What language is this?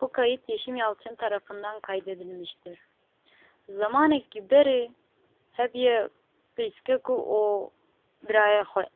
Kurdish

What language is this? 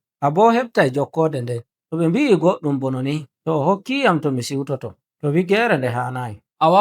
Nigerian Fulfulde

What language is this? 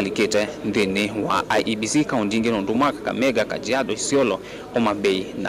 Kamba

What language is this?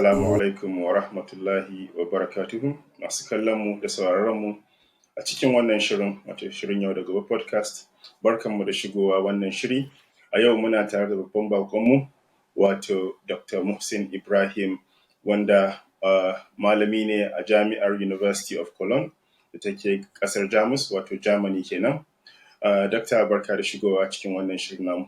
Hausa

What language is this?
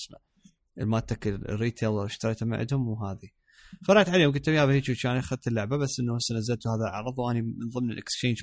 Mesopotamian Arabic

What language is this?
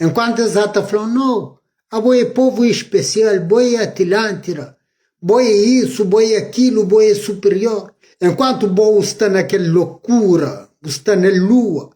Kabuverdianu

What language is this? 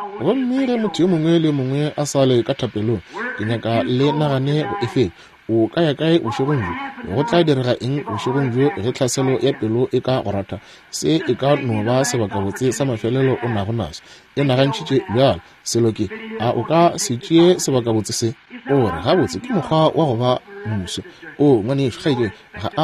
Northern Sotho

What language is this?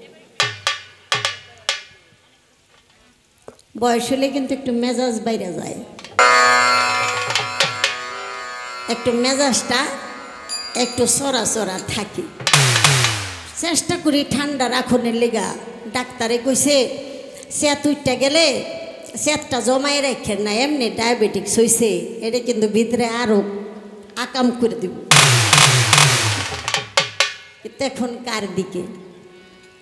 Bangla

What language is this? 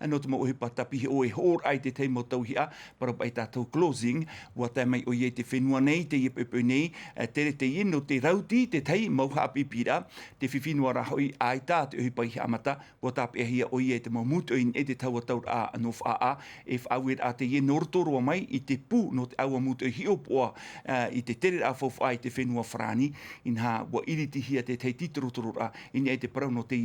Tahitian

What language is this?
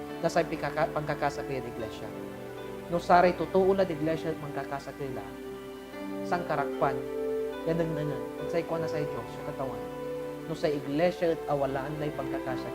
Pangasinan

